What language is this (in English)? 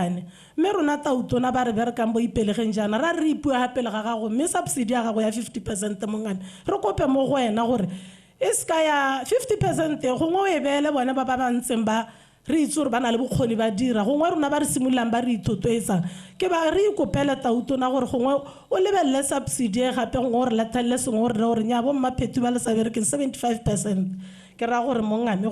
Tswana